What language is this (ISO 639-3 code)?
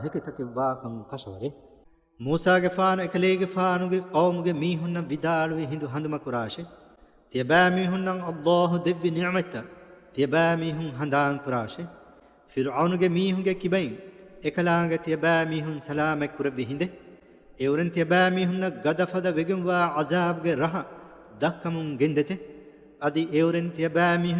div